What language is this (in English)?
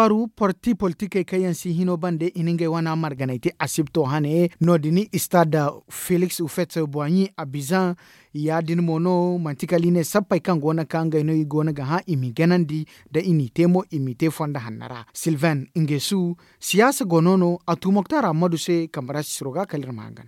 Zarma